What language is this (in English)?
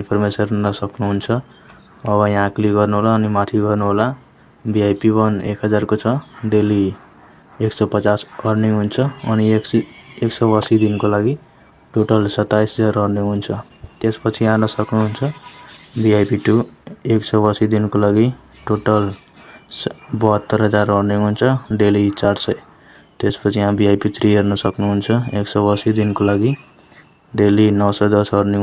Nepali